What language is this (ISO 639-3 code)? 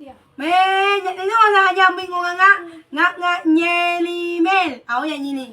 bug